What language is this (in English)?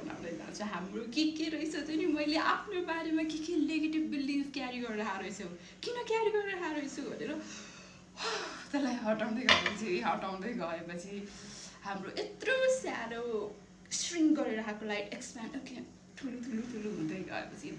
Nepali